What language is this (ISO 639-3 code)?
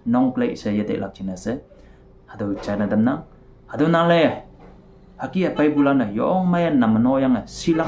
nbe